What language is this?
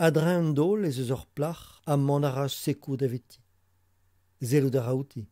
Breton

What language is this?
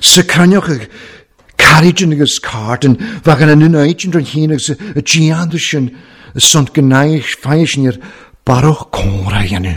Welsh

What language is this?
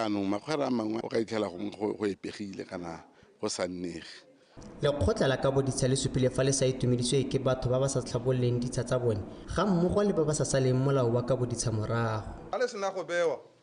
Tswana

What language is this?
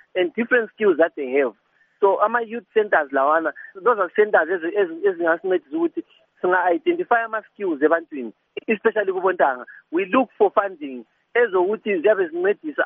North Ndebele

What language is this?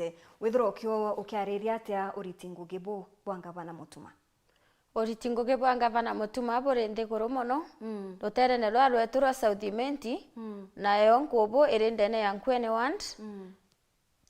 Meru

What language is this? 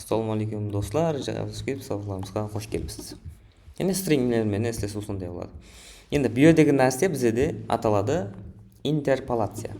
Kara-Kalpak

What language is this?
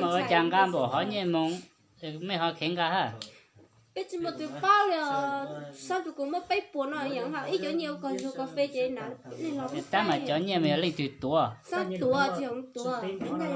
Hmong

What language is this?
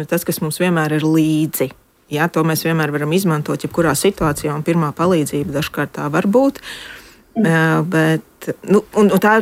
Latvian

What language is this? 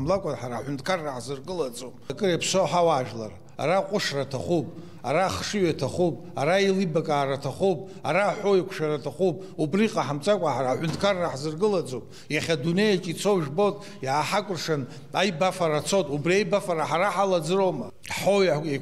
Abkhazian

